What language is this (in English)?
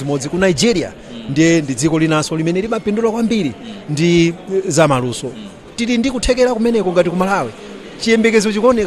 Nyanja